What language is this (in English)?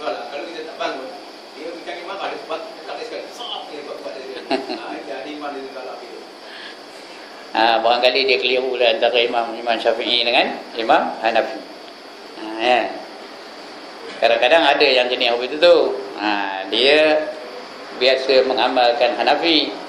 Malay